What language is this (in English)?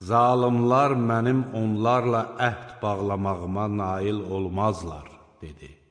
Azerbaijani